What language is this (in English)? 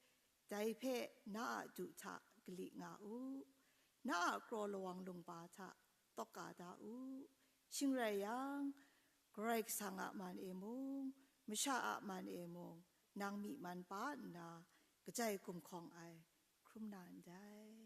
Kachin